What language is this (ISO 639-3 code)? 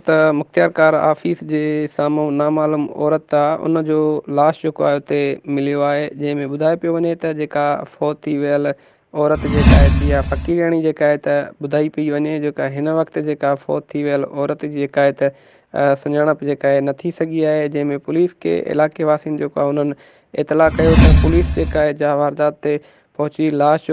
snd